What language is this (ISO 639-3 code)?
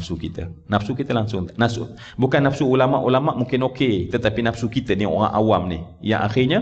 msa